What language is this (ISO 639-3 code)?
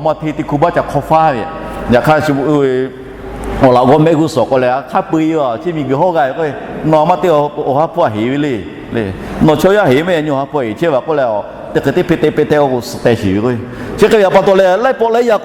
lhu